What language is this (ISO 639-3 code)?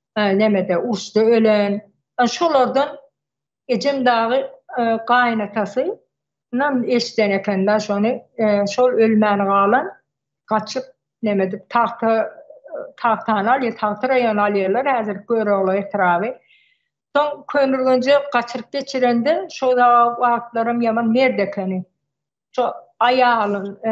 tuk